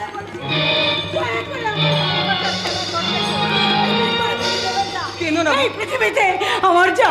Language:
Bangla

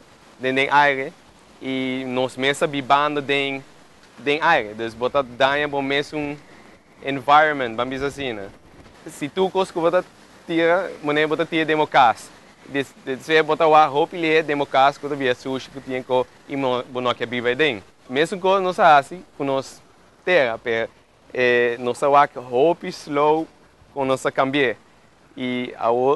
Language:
Papiamento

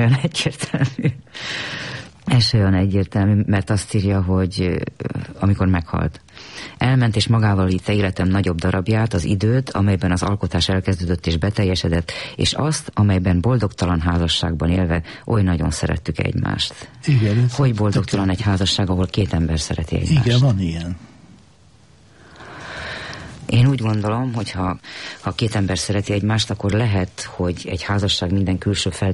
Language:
Hungarian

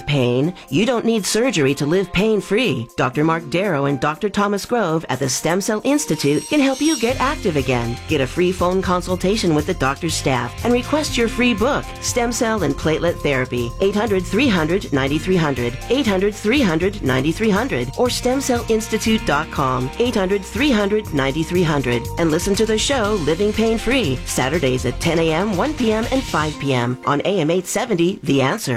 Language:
English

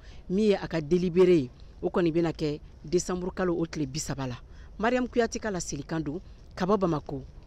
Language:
Bambara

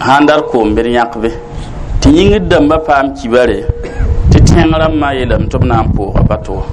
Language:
Mossi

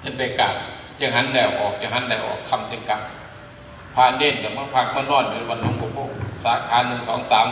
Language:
Northeastern Thai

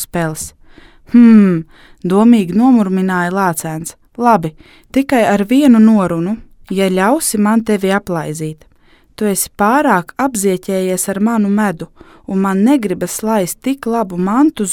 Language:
Latvian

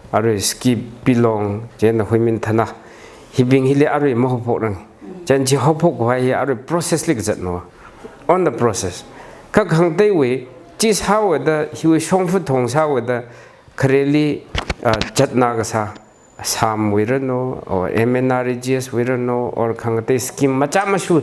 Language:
Tangkhul Naga (India)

